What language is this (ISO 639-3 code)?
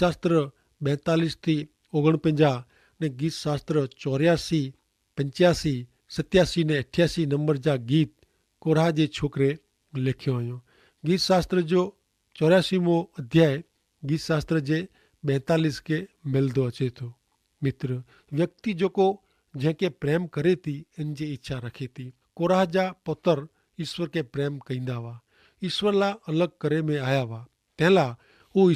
kfr